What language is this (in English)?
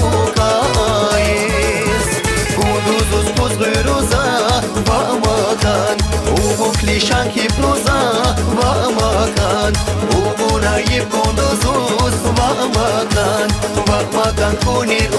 Tabassaran